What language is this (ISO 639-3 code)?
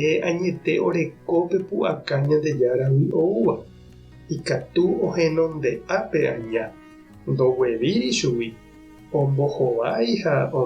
grn